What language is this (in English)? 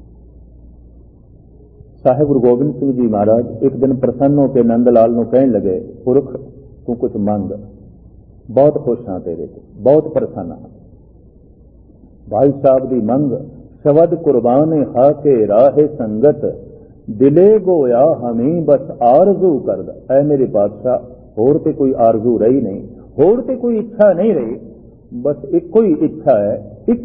Punjabi